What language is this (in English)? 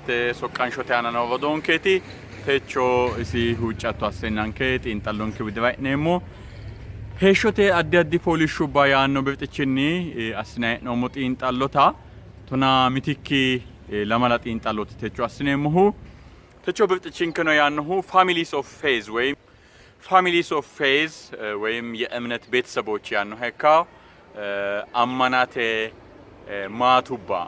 Sidamo